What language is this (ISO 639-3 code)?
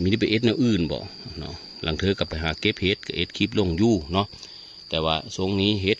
tts